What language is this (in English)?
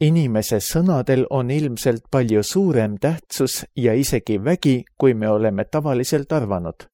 Estonian